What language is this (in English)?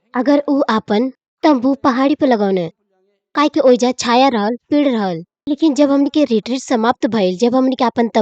Bhojpuri